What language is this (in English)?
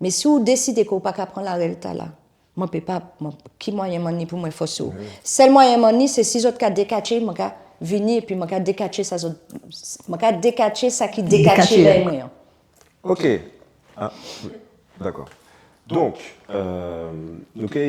Guadeloupean Creole French